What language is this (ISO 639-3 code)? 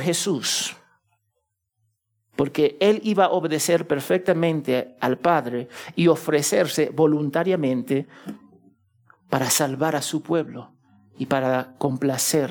spa